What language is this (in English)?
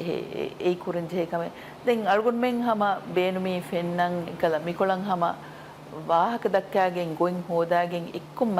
Divehi